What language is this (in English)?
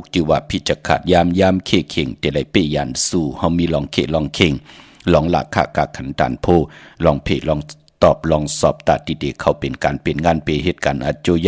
Shan